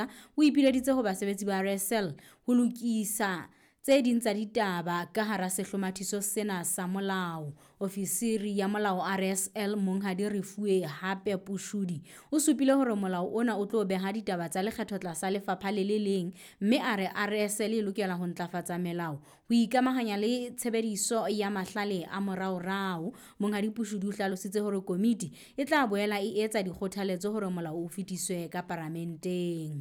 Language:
Southern Sotho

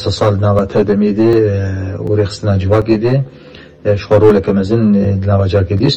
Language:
Kurdish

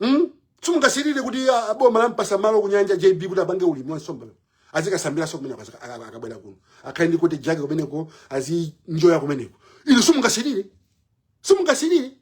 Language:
Nyanja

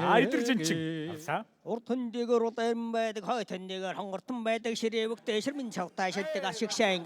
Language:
Mongolian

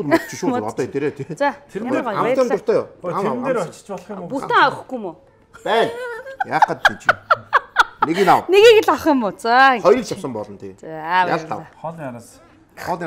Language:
Mongolian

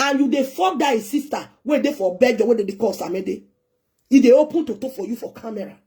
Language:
Nigerian Pidgin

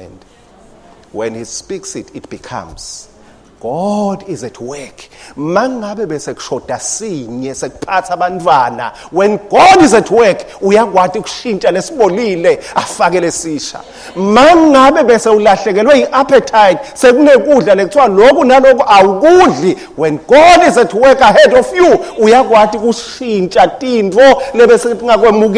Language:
Swati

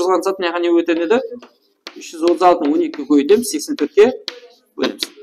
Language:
Kara-Kalpak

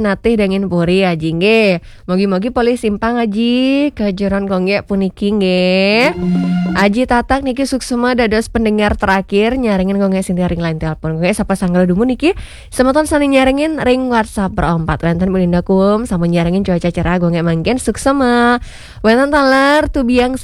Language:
Balinese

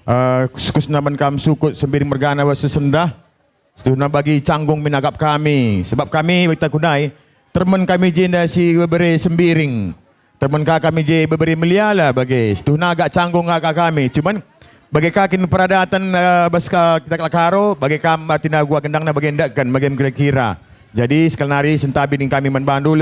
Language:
Batak Karo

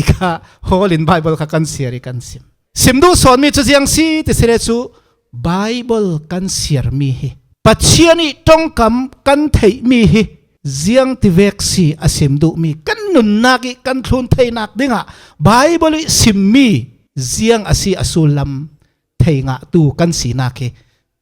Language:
Falam Chin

